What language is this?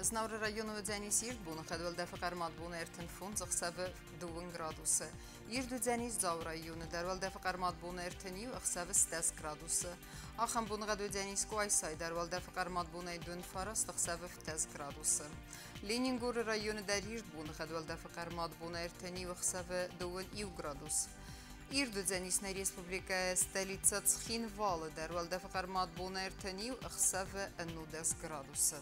Ossetic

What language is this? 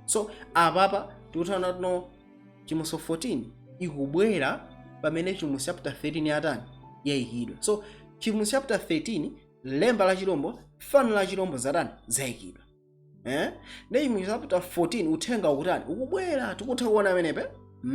Nyanja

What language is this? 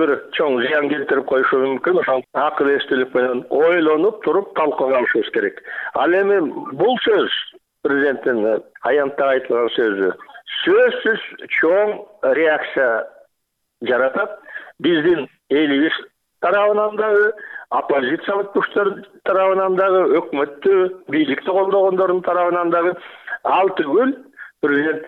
Kyrgyz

